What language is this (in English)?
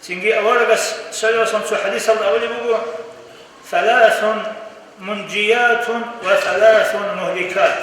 Avaric